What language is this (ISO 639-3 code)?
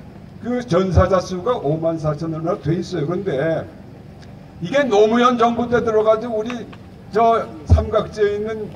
kor